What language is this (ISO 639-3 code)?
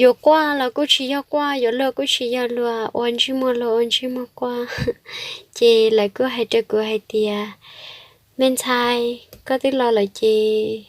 hmn